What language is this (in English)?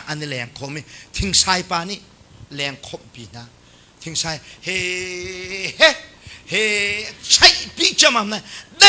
Hakha Chin